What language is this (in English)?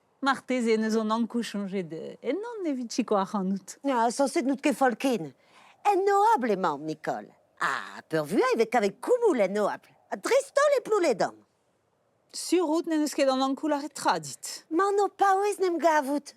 Breton